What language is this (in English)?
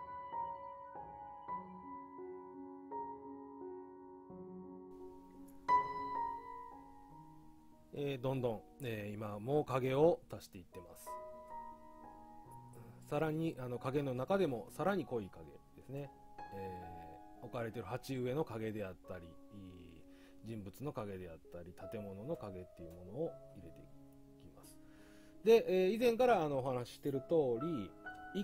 Japanese